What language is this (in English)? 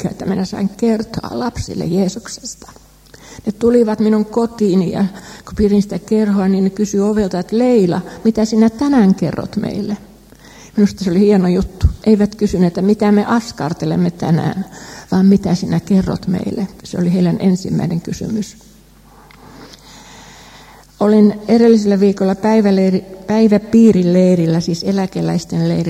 Finnish